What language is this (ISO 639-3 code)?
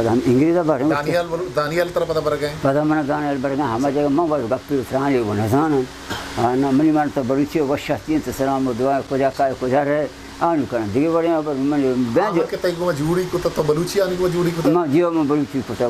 bal